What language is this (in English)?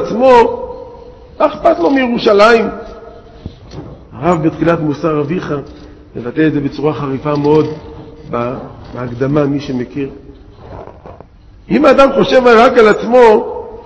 Hebrew